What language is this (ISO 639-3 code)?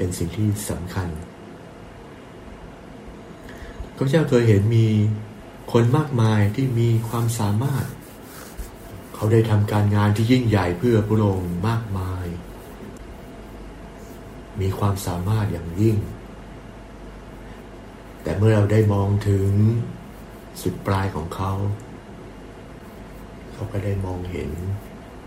tha